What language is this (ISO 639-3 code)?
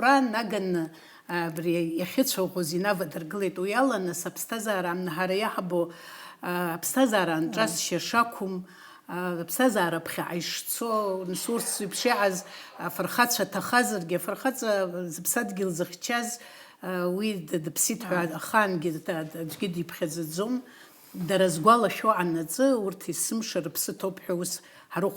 abk